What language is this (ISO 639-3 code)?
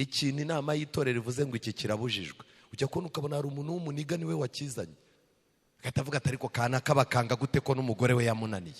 kin